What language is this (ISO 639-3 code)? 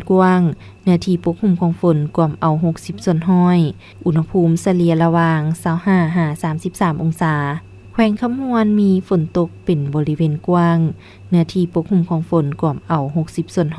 lao